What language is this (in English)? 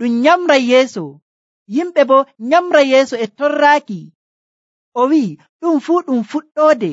Nigerian Fulfulde